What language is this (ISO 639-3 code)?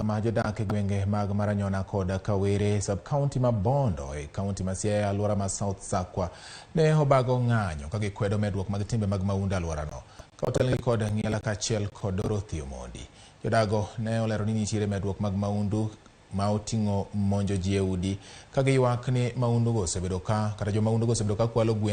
luo